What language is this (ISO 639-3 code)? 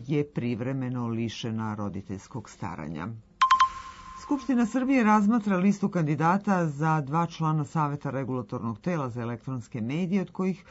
srp